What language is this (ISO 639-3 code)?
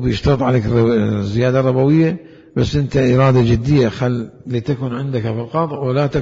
acm